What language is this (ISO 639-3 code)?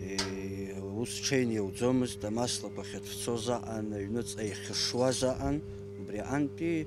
abk